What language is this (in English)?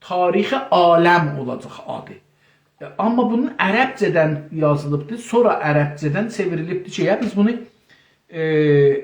South Azerbaijani